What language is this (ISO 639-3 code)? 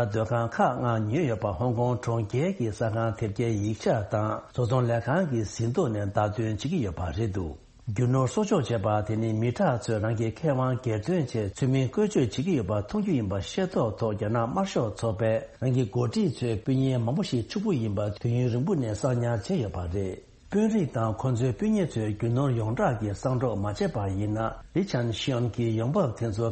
bod